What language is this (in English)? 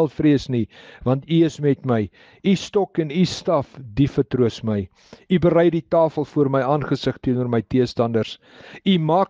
Afrikaans